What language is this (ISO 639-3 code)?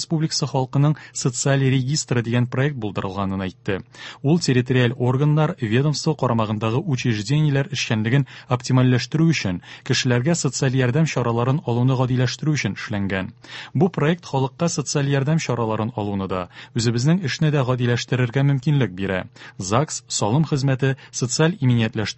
tat